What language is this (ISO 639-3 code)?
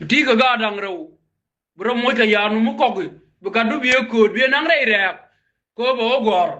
nus